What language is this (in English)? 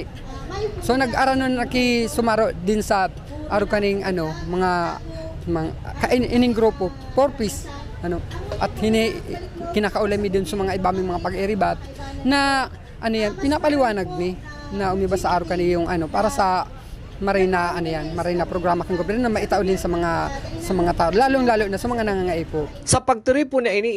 Bikol